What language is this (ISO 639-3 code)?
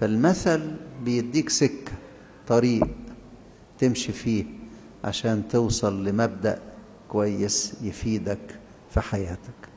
arz